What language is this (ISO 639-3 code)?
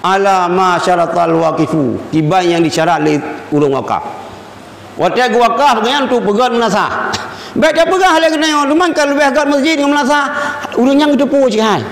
ace